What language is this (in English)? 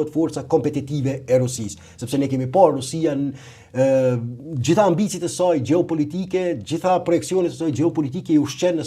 Albanian